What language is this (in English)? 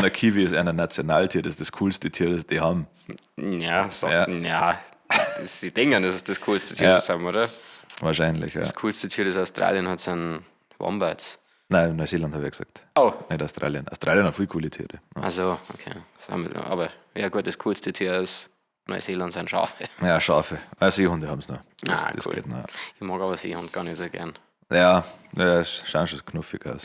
Bavarian